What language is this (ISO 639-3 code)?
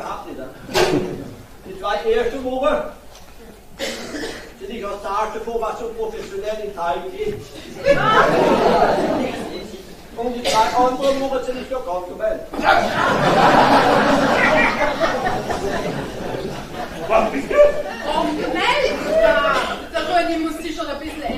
deu